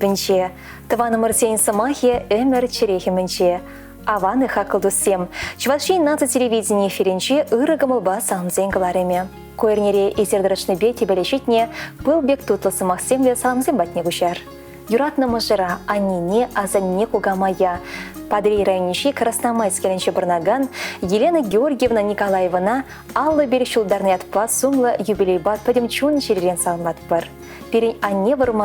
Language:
Chuvash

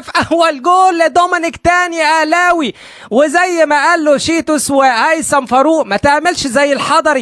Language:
Egyptian Arabic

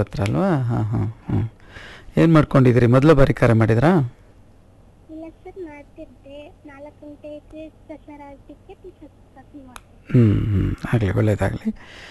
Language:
Kannada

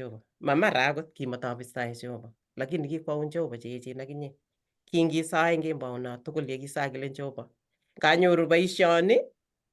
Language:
Kalenjin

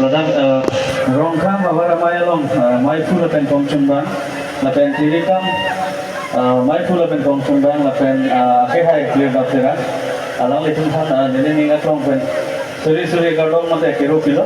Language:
Karbi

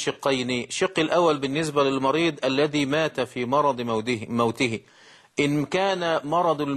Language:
Arabic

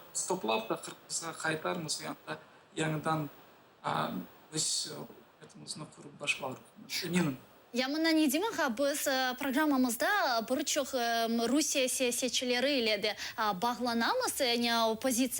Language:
Crimean Tatar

